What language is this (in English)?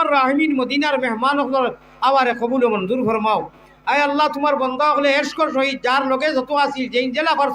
Sylheti